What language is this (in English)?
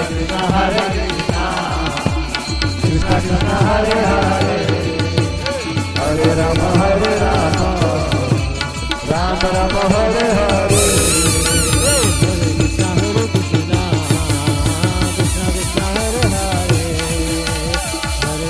Gujarati